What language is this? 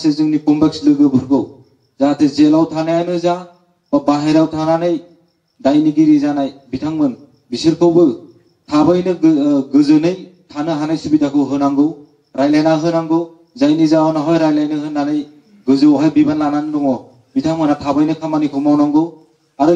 Bodo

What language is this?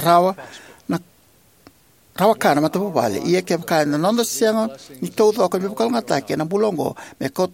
Fijian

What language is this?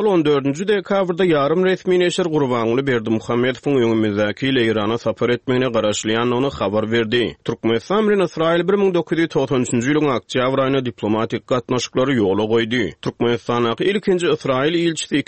Turkmen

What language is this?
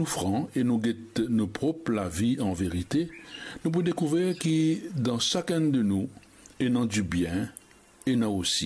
Morisyen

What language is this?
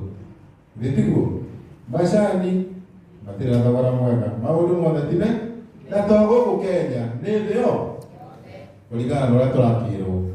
Kikuyu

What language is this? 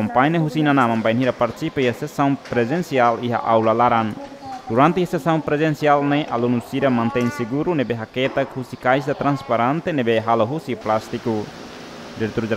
Tetum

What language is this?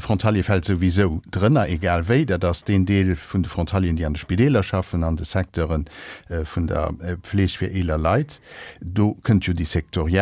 Luxembourgish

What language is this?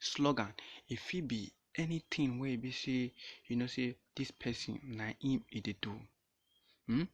Nigerian Pidgin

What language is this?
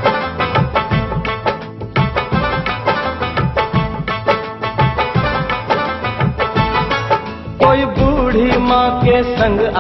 Hindi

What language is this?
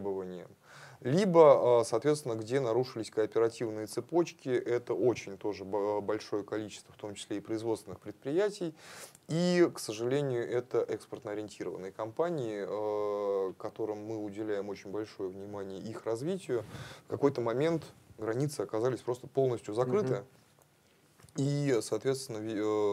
Russian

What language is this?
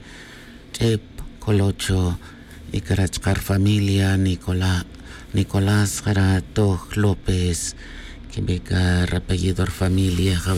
Tz'utujil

